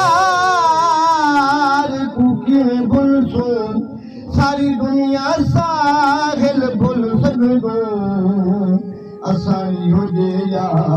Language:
Saraiki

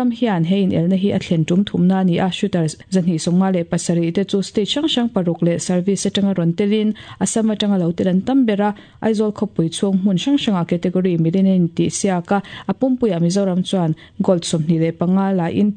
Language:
Mizo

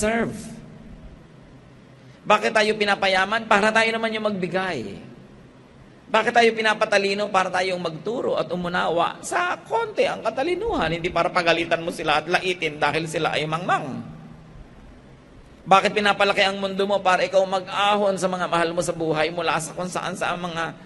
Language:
Filipino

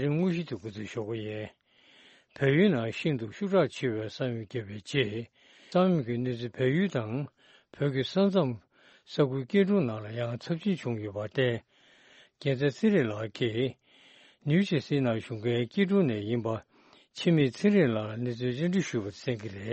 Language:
Tibetan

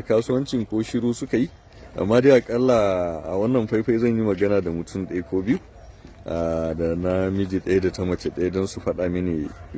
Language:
Hausa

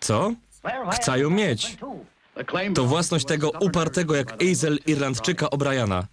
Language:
Silesian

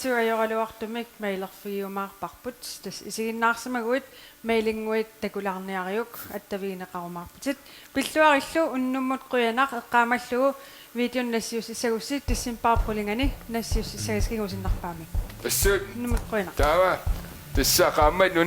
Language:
Kalaallisut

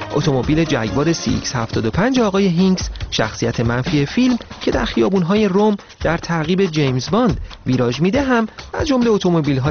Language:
Persian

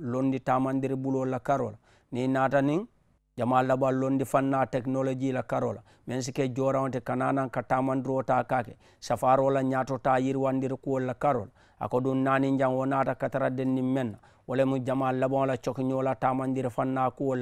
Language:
Mandingo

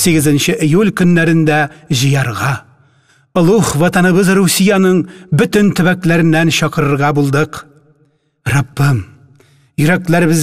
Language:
Tatar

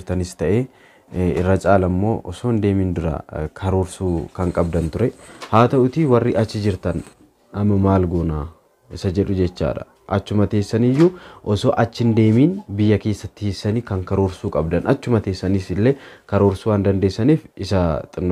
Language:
Oromo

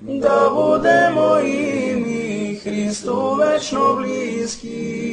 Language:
Serbian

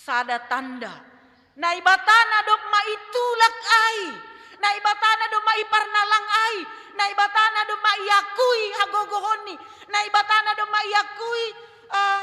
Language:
Batak Simalungun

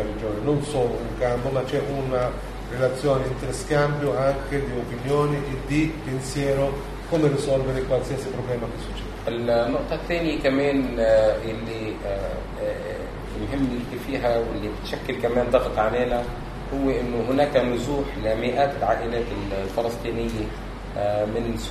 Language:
Italian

